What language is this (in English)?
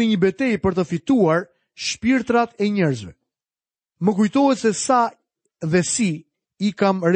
Albanian